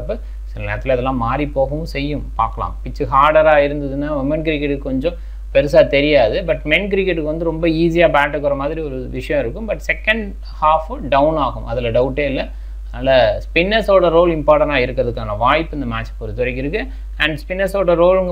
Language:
Tamil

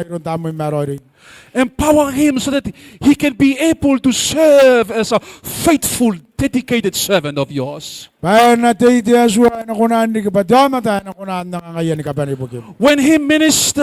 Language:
Gilbertese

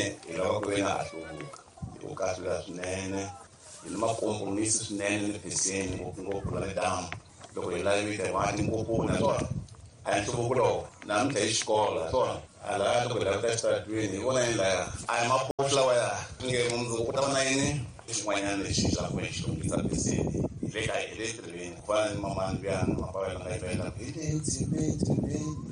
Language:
Tsonga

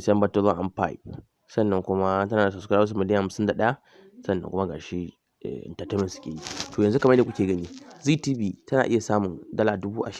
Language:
Hausa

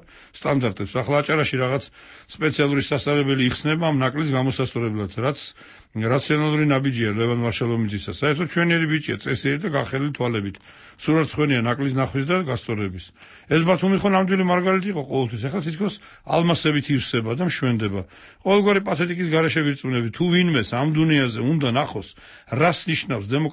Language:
Georgian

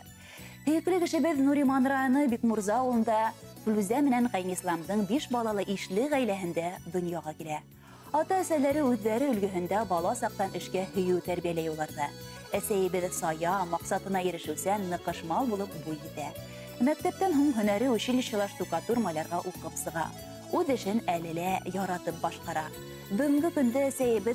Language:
Bashkir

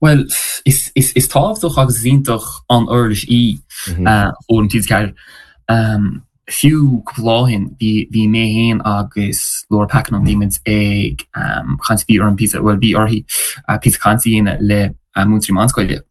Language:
Irish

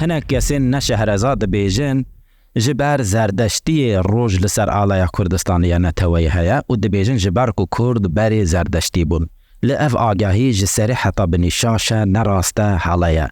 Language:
Kurdish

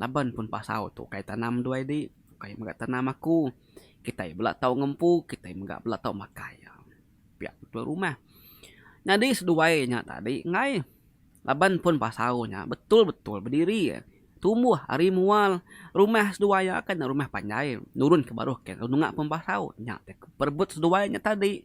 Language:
Iban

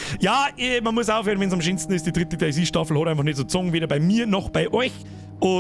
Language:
Bavarian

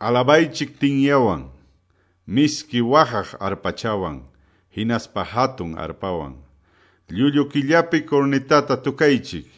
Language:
Quechua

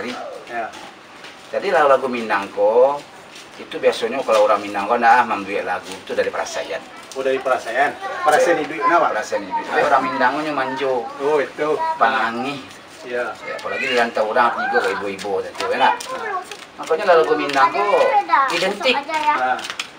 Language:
Minangkabau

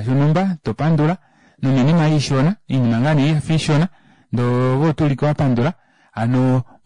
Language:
Kuanyama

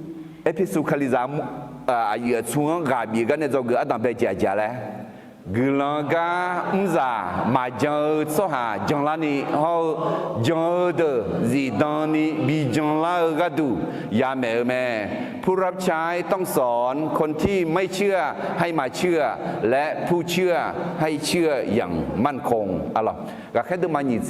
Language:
Akha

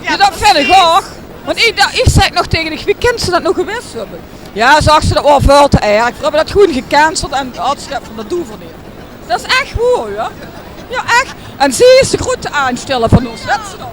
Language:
Limburgish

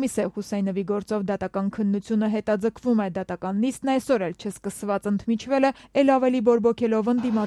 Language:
Armenian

